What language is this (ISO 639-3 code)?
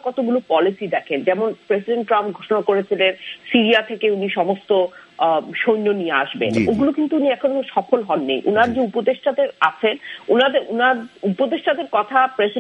ben